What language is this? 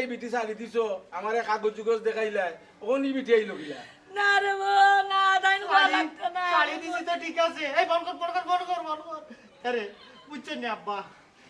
Sylheti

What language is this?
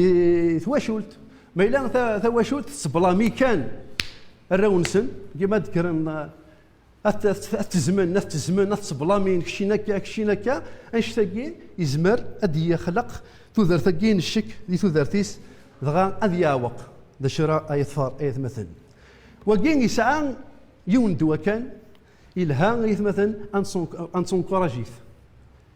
Kabyle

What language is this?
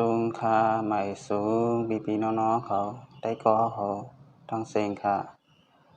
Shan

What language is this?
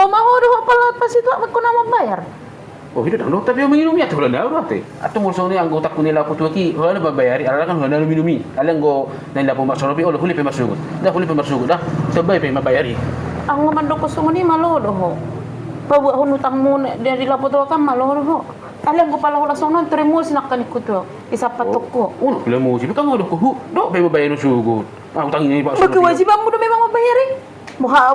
Batak Toba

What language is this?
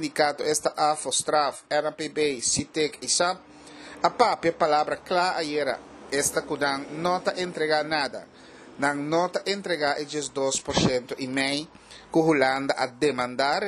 Papiamento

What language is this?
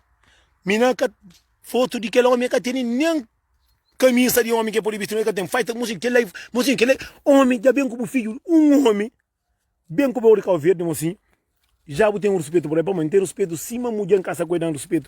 Kabuverdianu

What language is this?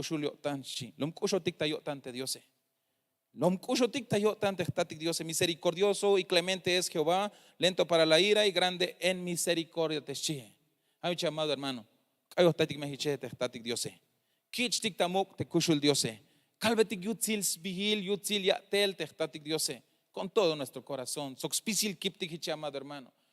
Tzeltal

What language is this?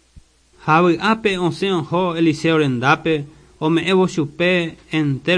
Guarani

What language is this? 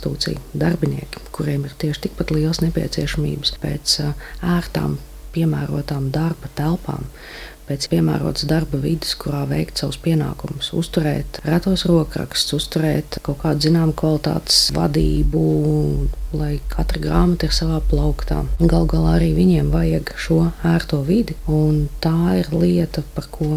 Latvian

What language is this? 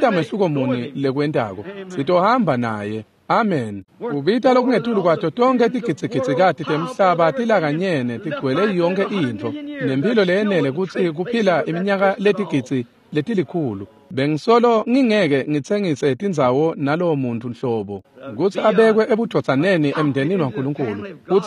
Swati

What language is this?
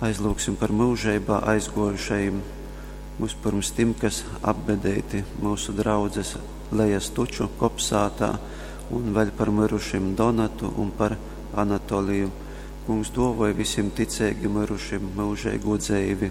Latgalian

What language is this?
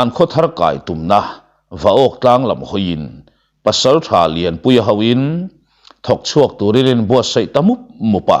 Mizo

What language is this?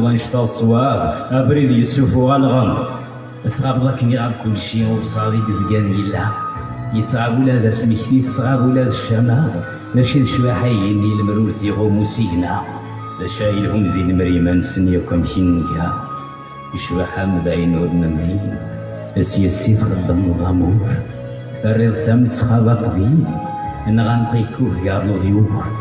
Kabyle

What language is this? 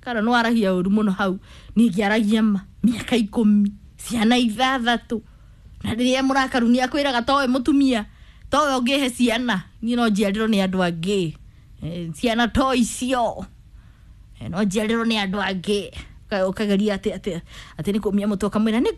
Kikuyu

